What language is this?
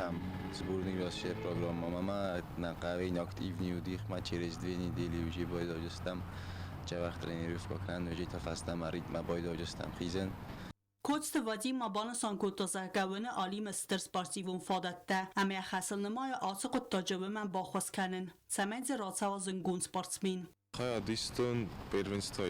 Ossetic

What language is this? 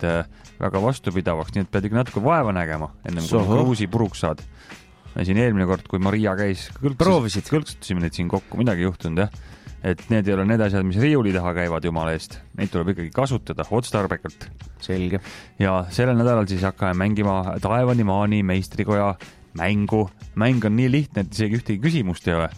Estonian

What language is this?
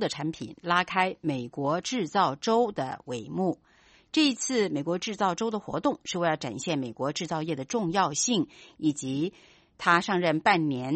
Chinese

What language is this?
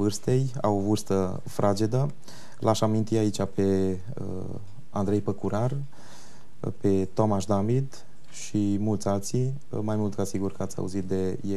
Romanian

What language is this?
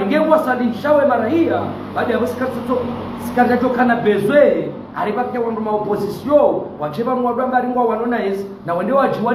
Ngazidja Comorian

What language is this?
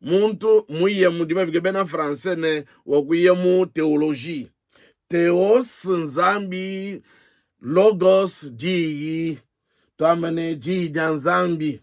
Luba-Lulua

